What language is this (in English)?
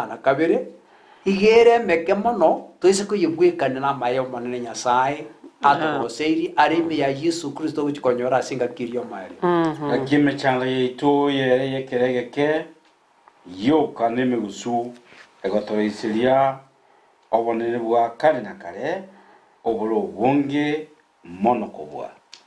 Gusii